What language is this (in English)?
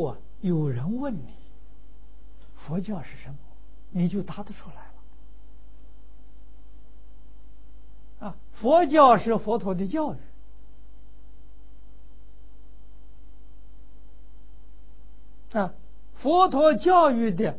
Chinese